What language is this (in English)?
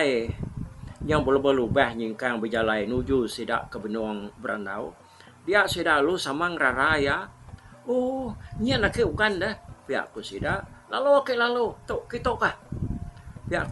Iban